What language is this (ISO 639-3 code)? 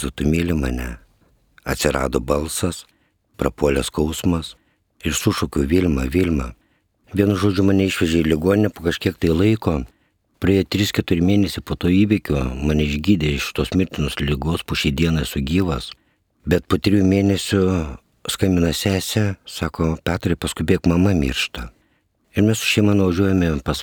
lit